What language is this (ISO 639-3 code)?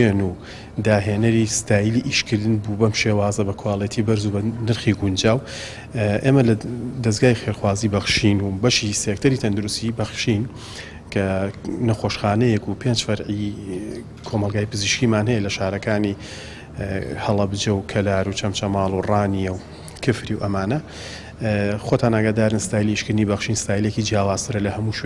ckb